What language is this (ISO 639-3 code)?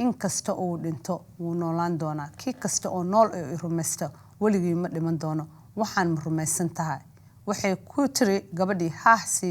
som